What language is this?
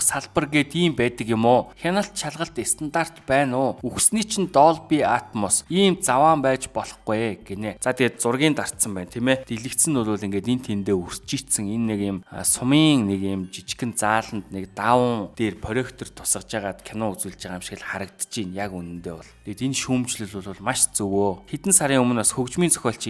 Mongolian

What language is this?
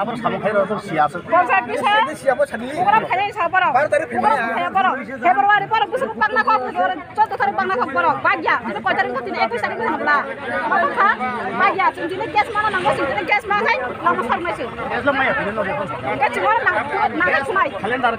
Riang (India)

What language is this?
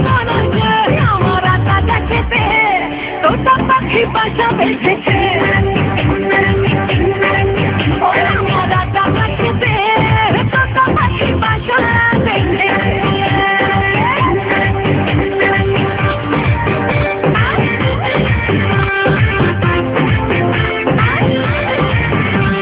Bangla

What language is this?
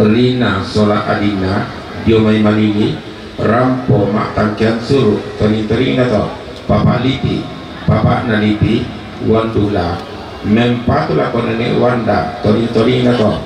Toraja-Sa'dan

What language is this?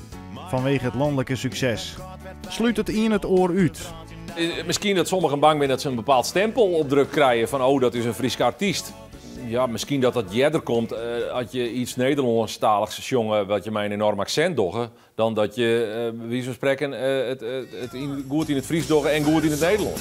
Western Frisian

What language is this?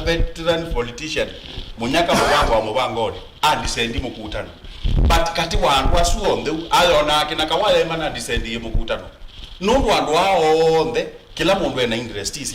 Kamba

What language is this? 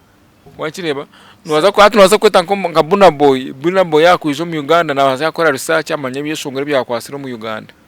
Nyankole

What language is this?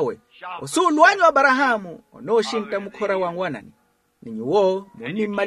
Makhuwa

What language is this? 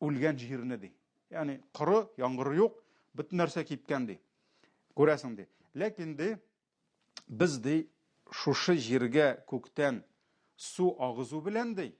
Tatar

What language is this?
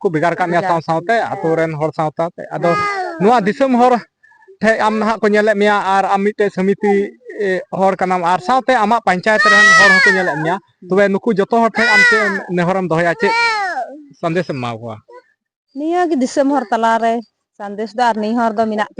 Santali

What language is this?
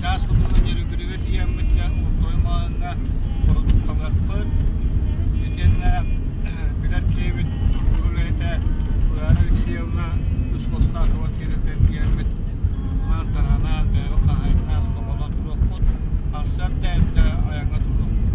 Yakut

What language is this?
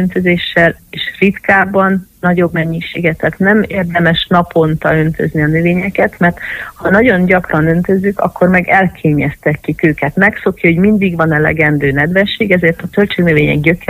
Hungarian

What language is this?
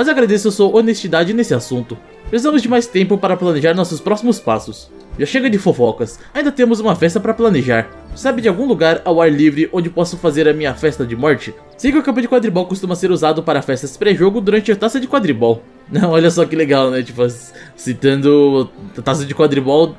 Portuguese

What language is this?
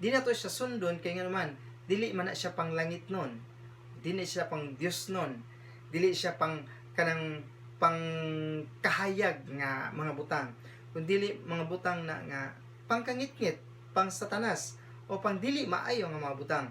Cebuano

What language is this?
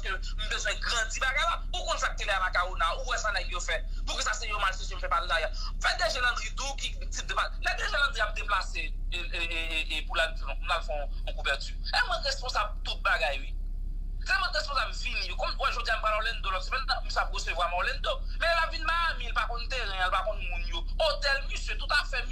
Haitian Creole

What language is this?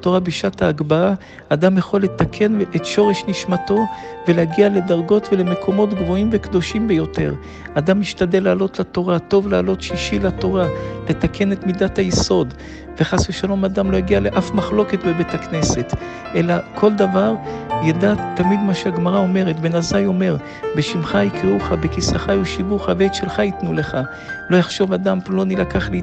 Hebrew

